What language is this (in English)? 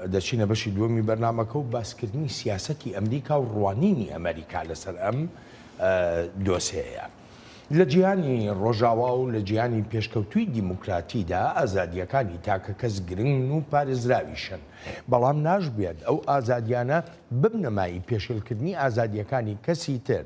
Central Kurdish